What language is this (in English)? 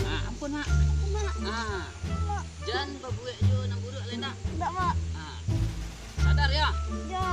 Minangkabau